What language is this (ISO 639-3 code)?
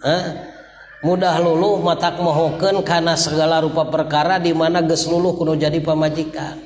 sun